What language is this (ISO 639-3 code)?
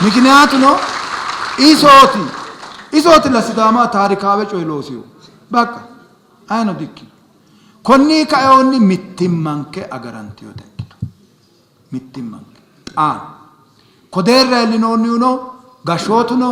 sid